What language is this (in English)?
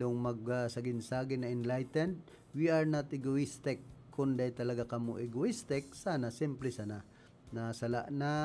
Bikol